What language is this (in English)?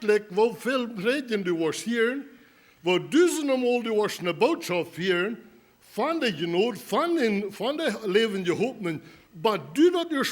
Plautdietsch